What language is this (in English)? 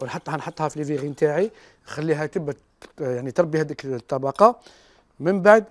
Algerian Arabic